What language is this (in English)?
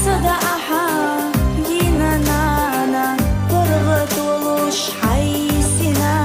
Chechen